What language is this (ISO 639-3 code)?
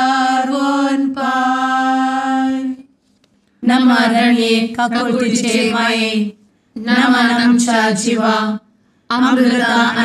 kok